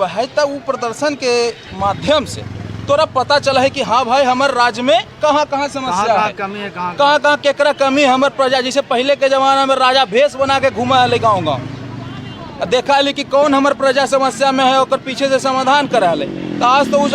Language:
Magahi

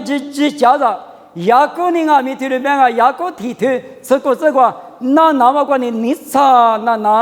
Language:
Lisu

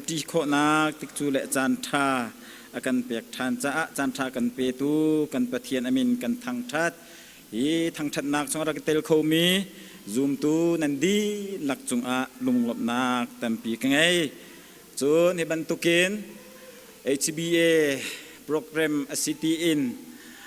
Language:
Hakha Chin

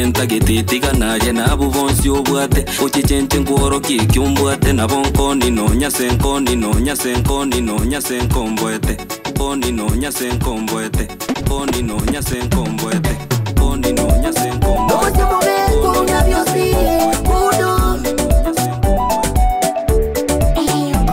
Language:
Gusii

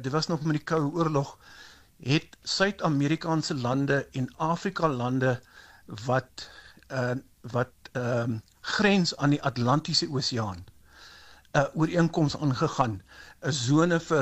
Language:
Afrikaans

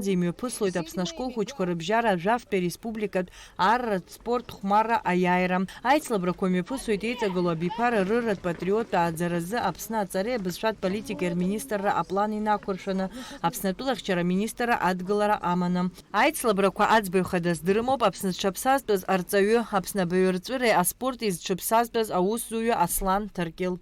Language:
Abkhazian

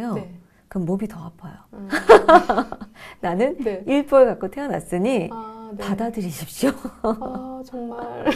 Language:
Korean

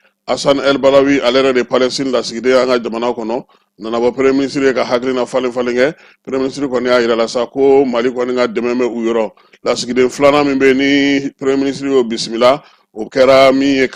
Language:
Bambara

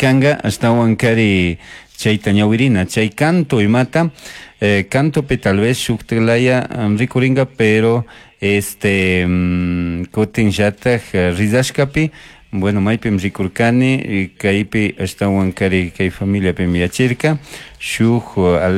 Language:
Chimborazo Highland Quichua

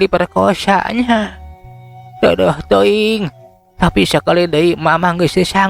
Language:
Sundanese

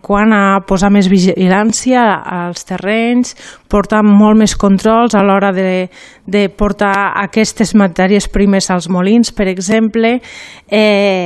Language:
Catalan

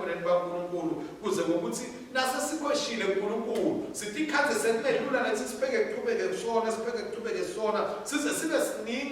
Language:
Swati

